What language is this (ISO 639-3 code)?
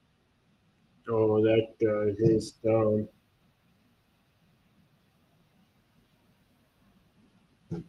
eng